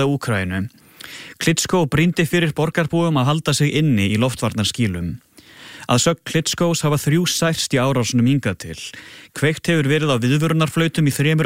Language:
Icelandic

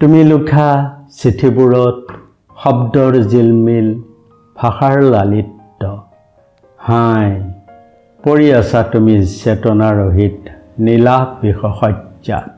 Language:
Assamese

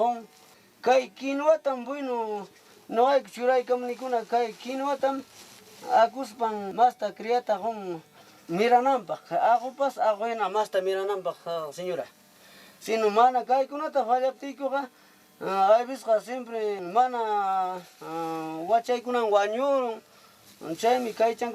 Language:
Ayacucho Quechua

